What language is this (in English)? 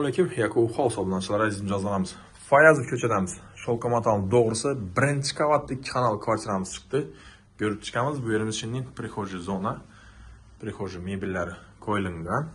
Uzbek